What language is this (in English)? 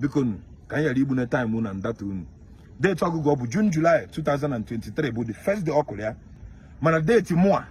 Igbo